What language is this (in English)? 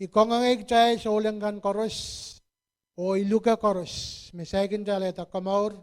Pohnpeian